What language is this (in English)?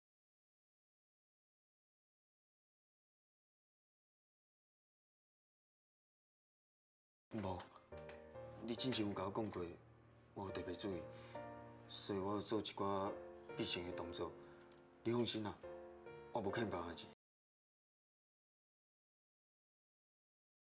Chinese